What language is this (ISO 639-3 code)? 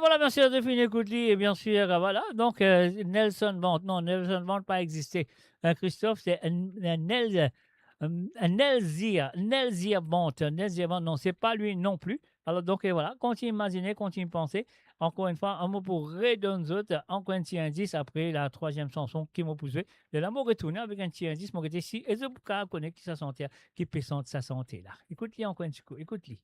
mfe